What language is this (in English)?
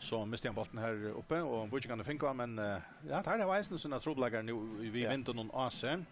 Faroese